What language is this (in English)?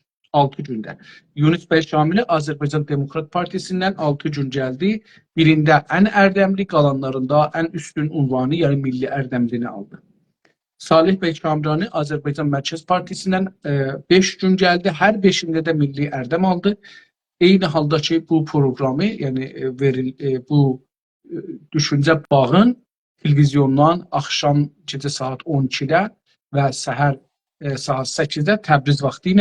South Azerbaijani